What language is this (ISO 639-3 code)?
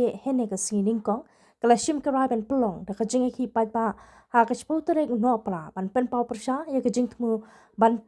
kha